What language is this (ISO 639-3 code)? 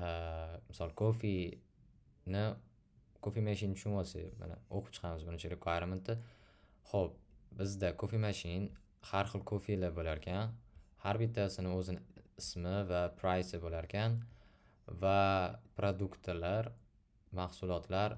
uzb